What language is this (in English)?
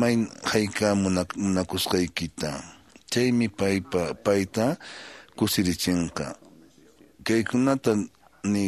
Quechua